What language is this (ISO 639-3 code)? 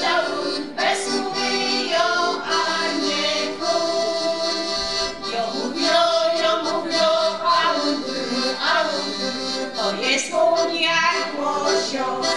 szl